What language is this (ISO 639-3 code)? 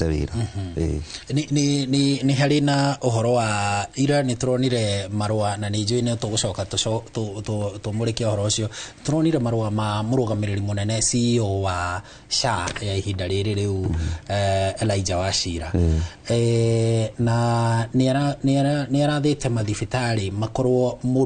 kik